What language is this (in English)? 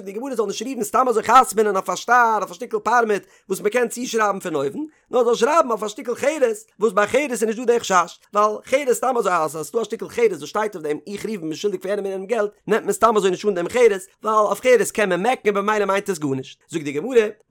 Yiddish